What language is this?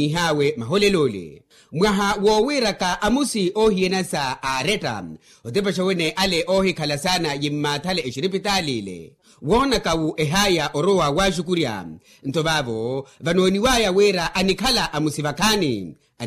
Makhuwa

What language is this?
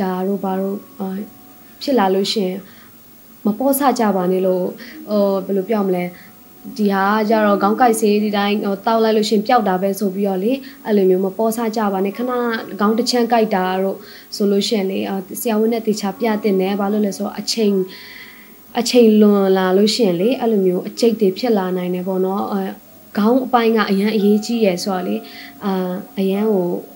Burmese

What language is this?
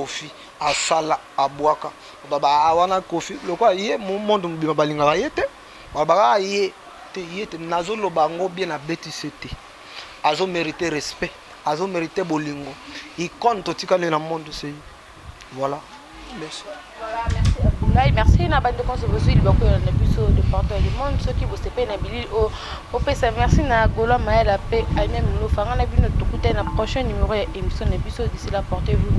Lingala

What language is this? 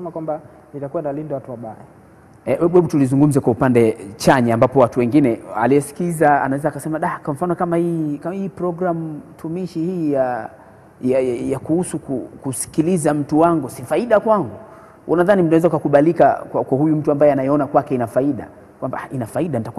Swahili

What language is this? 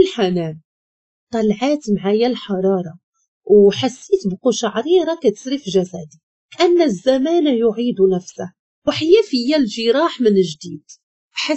Moroccan Arabic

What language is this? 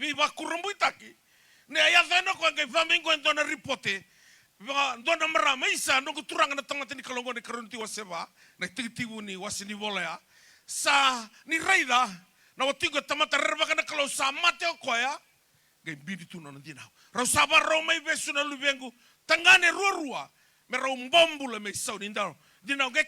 Fijian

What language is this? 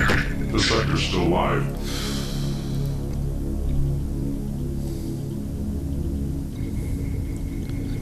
French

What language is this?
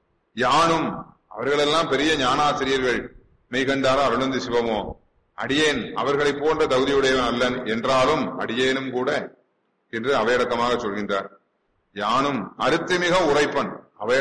Tamil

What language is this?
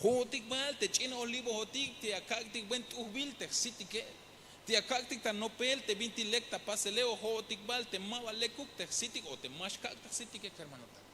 Tzeltal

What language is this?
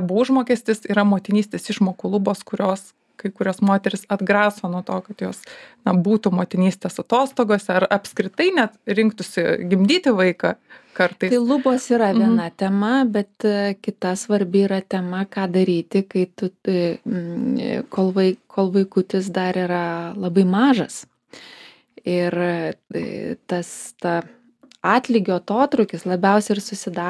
Lithuanian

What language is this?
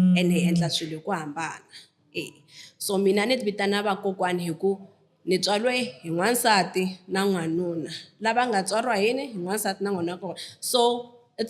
Tsonga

